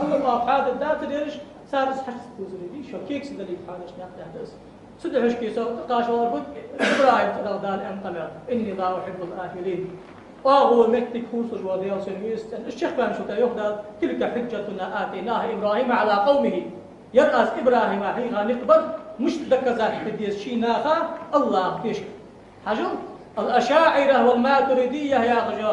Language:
Ingush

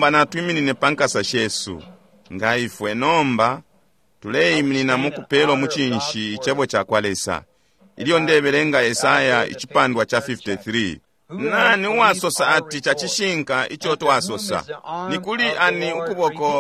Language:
Bemba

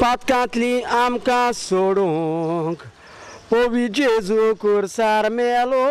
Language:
Konkani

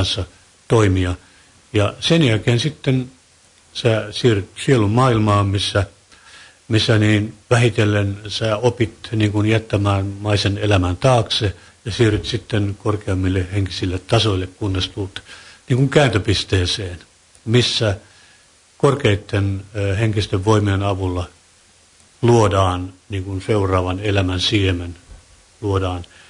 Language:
Finnish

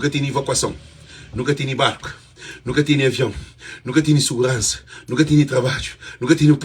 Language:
Kabuverdianu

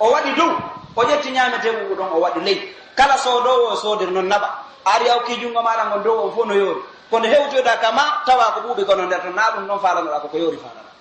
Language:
Pular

